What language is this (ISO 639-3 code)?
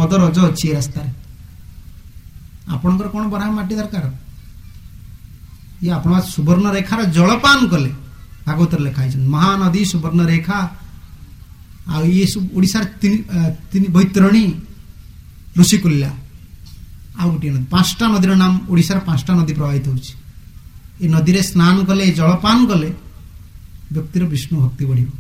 ori